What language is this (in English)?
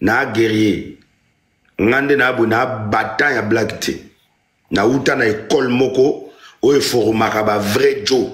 Lingala